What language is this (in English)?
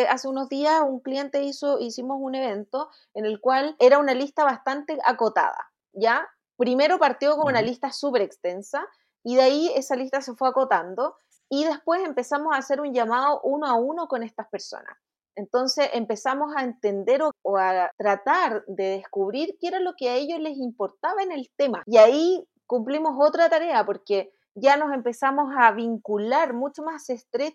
Spanish